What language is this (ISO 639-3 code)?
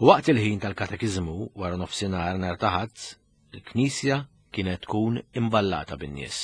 mlt